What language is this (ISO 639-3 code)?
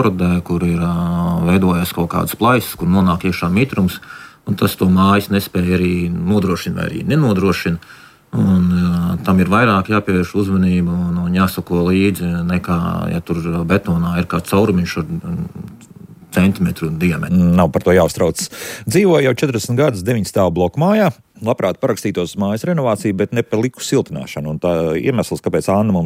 lav